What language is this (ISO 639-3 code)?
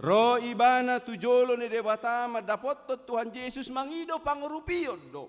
bbc